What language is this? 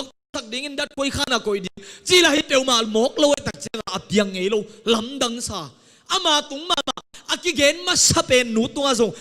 Tedim Chin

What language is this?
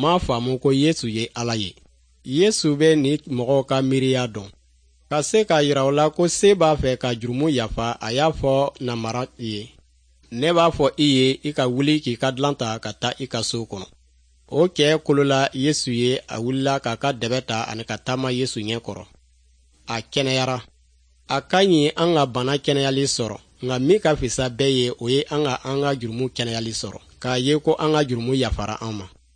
Dyula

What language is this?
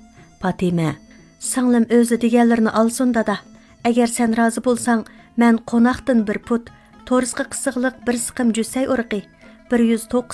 Uyghur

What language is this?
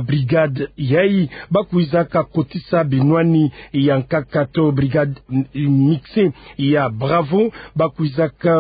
Kituba (Democratic Republic of Congo)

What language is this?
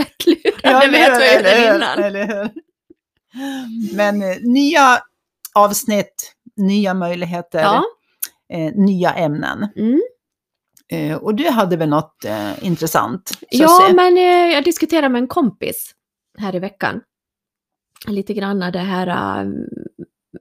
Swedish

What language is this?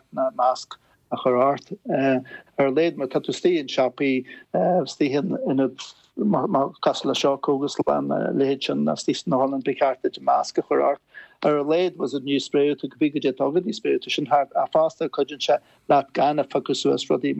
Irish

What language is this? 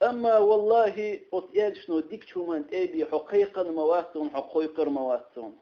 Chechen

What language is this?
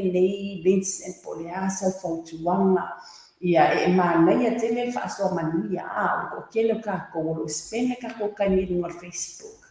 Samoan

